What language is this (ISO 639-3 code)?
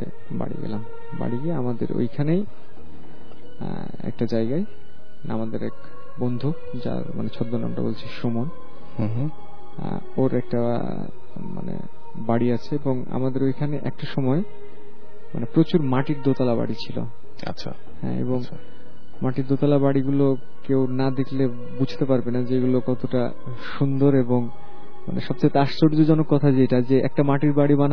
ben